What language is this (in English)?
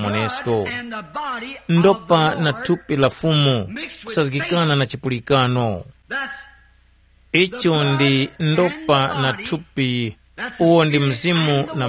Tumbuka